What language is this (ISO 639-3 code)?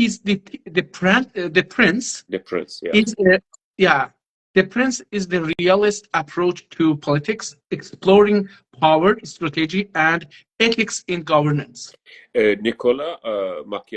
azb